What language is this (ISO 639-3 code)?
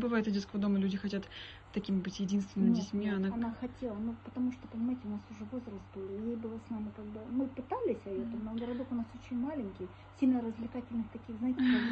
rus